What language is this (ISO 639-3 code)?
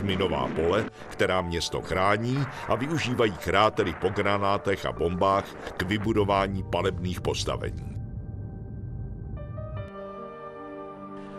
ces